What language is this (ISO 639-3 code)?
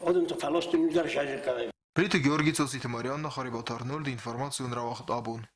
oss